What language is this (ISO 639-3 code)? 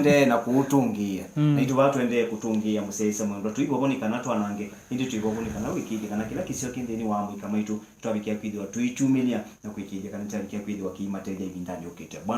kam